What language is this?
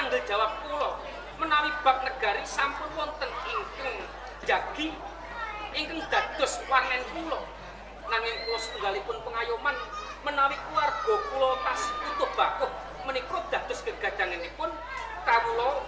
Javanese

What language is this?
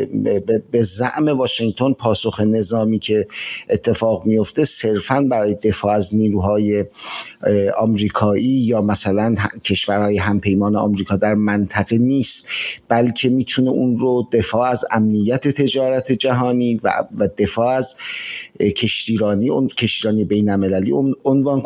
Persian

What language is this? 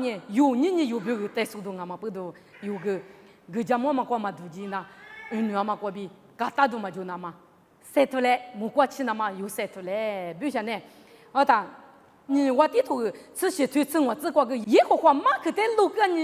Lisu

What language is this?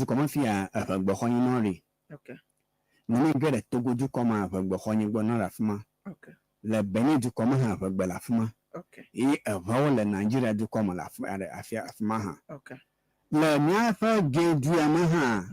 Ewe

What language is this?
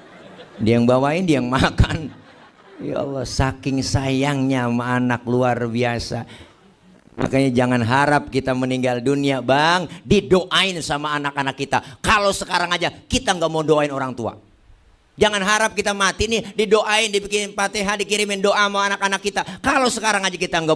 Betawi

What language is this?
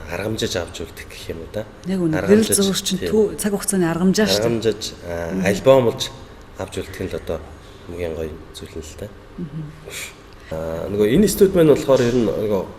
Mongolian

